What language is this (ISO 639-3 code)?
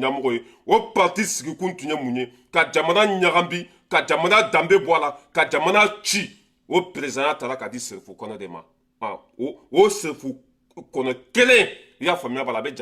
bam